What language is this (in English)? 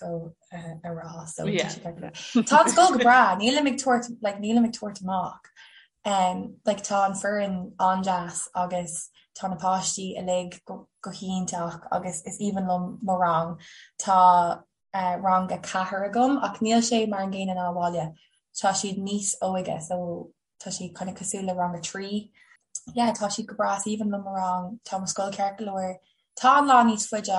Irish